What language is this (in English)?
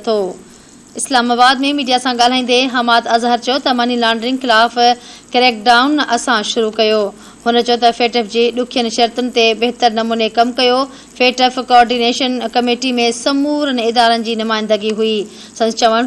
Sindhi